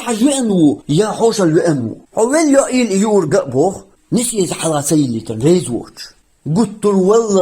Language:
Chechen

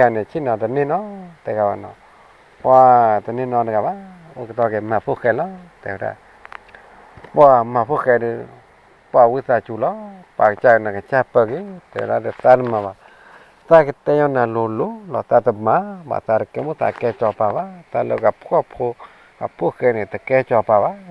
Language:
S'gaw Karen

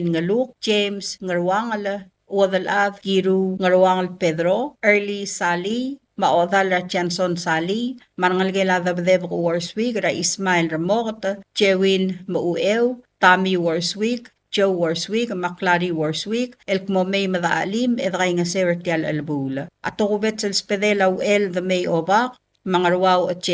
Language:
Palauan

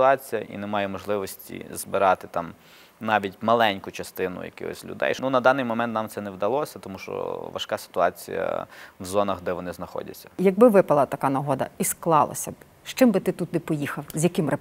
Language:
Ukrainian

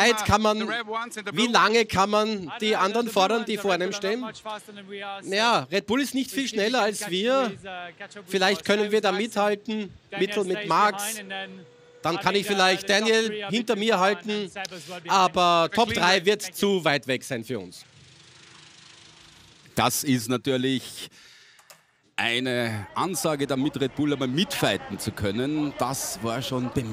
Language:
German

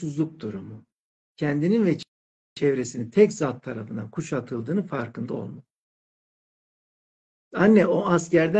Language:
Turkish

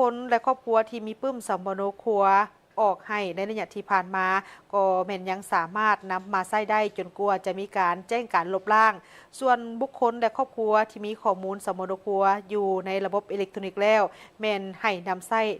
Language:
Lao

